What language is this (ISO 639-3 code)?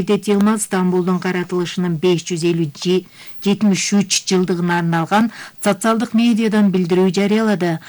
kir